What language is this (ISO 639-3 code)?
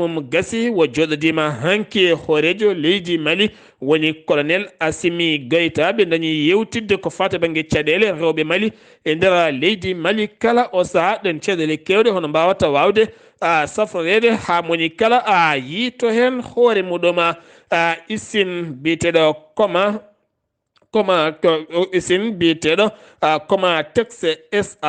ful